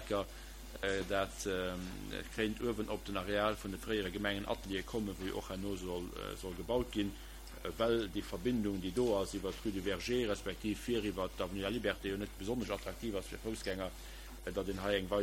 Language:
Luxembourgish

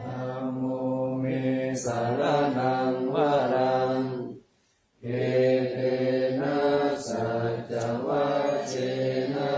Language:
Pali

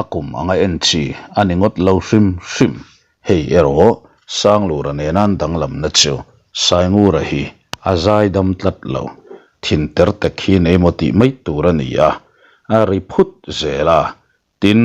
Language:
Mizo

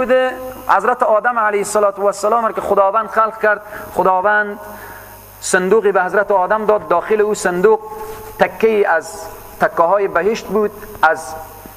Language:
Persian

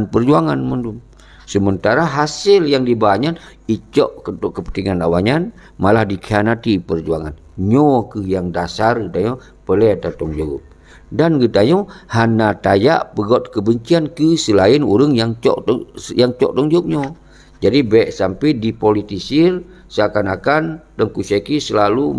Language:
Achinese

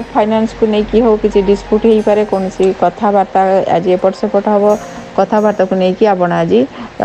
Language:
Odia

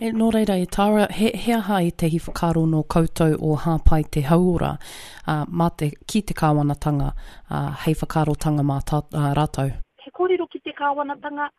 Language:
Māori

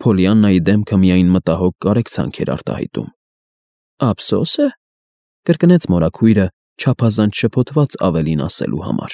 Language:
Armenian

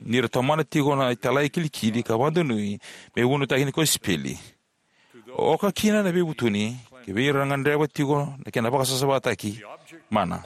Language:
Fijian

